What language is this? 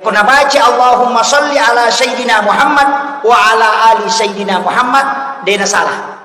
Buginese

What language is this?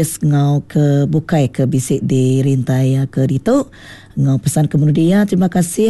Iban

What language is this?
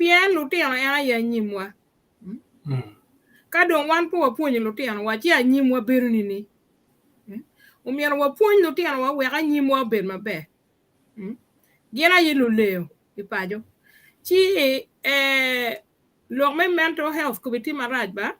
Acoli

